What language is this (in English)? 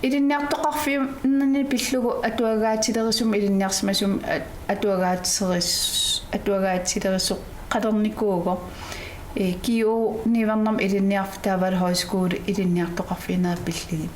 Kalaallisut